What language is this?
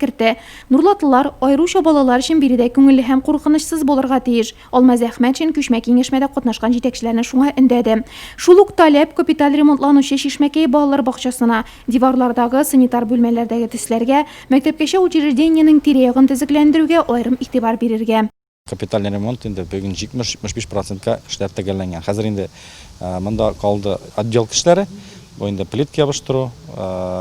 Tatar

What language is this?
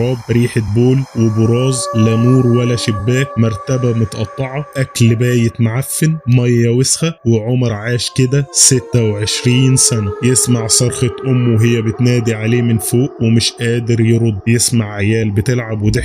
Egyptian Arabic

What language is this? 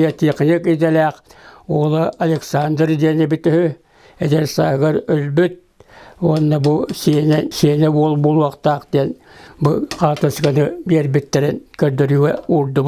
Yakut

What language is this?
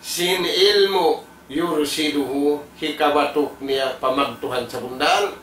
Tausug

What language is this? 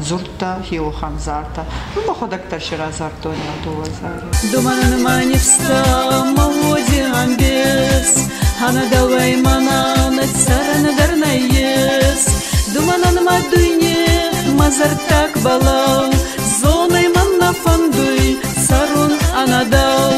Ossetic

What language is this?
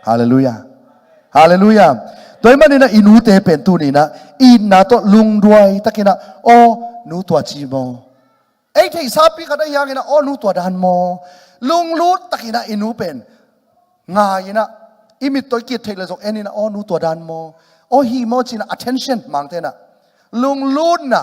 Tedim Chin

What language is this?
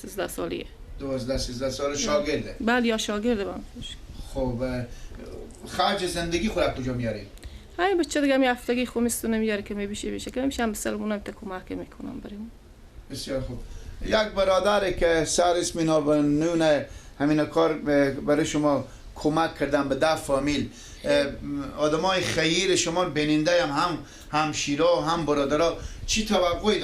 Persian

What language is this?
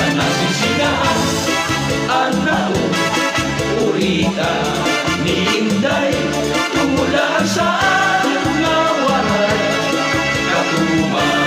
Waray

